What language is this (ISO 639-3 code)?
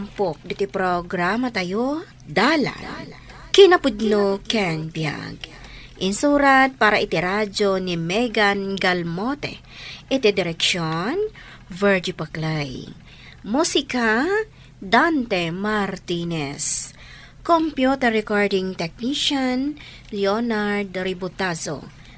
ilo